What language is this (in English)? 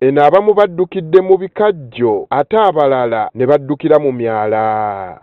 Ganda